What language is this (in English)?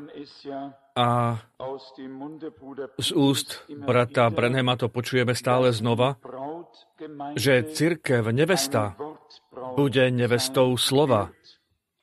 Slovak